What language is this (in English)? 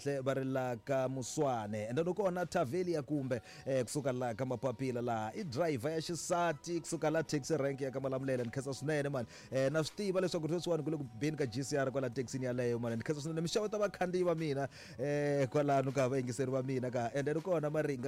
Tsonga